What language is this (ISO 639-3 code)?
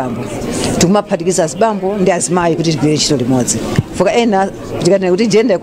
nya